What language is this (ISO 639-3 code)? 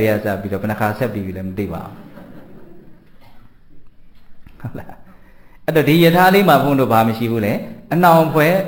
mya